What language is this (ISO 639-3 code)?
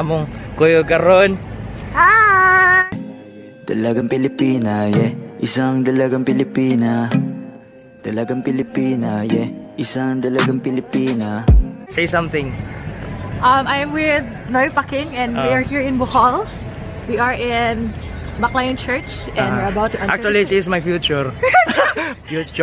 ceb